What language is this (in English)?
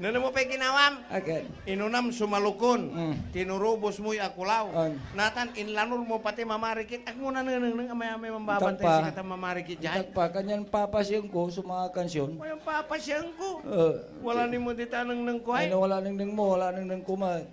Pangasinan